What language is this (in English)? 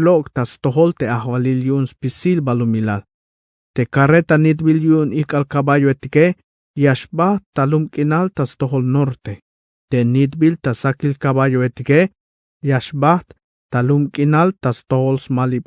Tzeltal